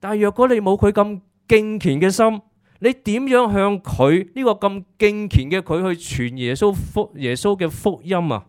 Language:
Cantonese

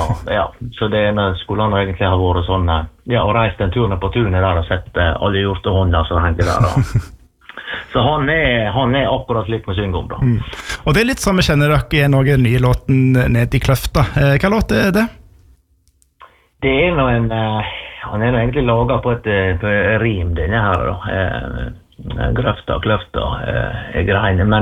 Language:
Norwegian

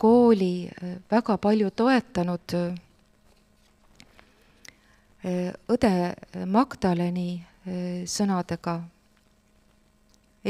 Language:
Estonian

